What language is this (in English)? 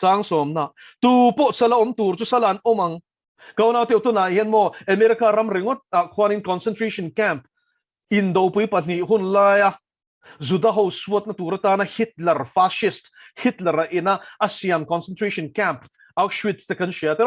Mizo